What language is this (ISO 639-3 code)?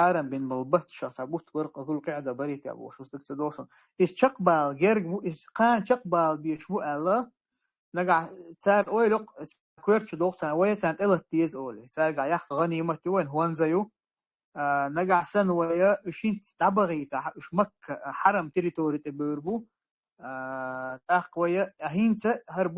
che